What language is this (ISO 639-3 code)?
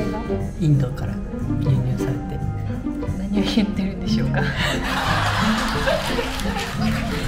jpn